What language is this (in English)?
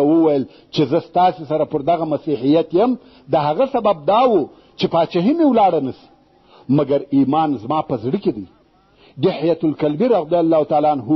Pashto